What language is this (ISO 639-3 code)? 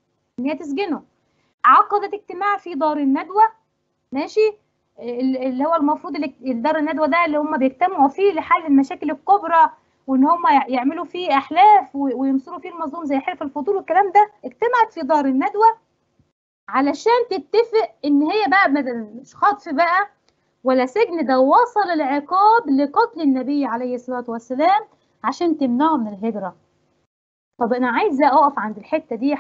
arz